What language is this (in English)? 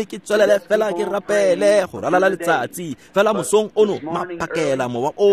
Tswana